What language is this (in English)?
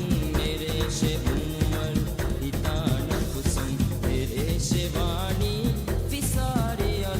Divehi